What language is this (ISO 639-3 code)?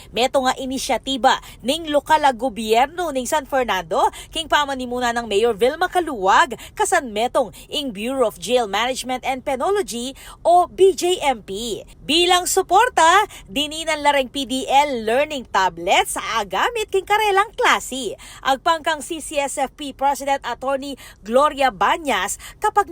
pam